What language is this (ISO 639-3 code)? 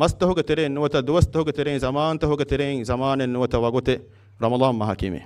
div